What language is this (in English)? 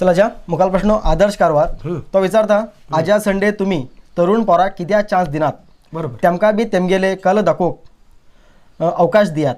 Konkani